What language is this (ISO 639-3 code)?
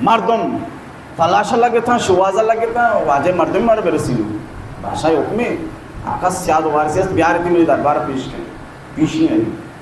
bal